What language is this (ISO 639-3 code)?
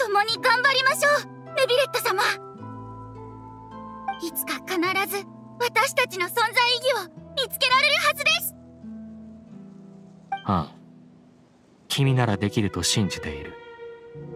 jpn